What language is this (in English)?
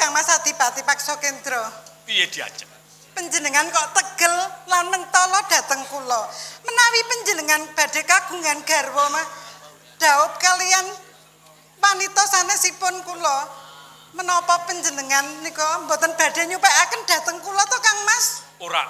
Javanese